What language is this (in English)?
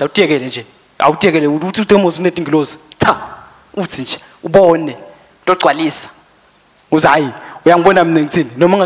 Swati